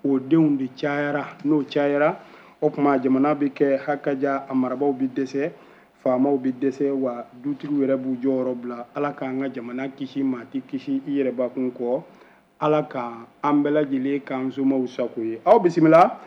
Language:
Bambara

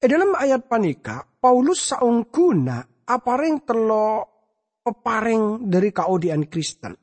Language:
Madurese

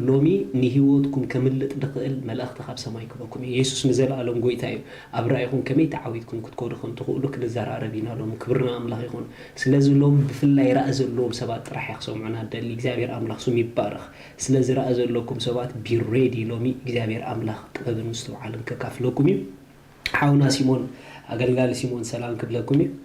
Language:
Tigrinya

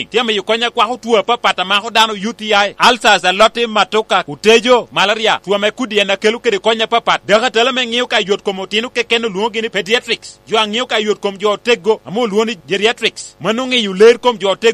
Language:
Lango (Uganda)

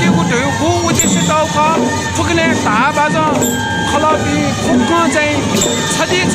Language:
Newari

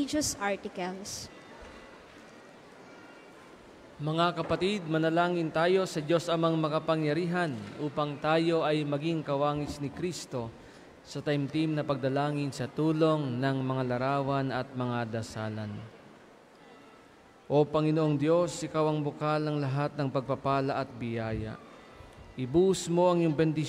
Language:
Filipino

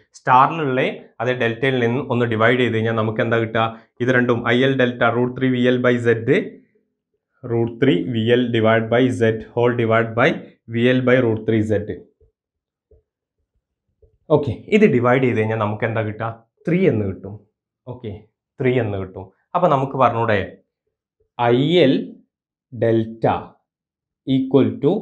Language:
Malayalam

